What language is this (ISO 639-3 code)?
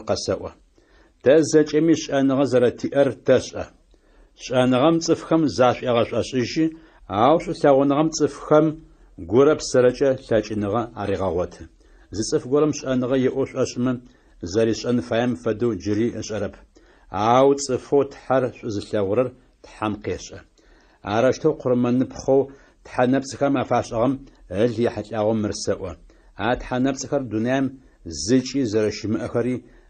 ady